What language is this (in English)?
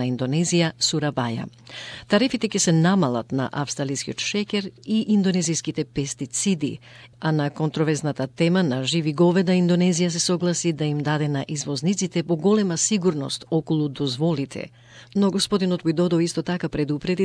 Macedonian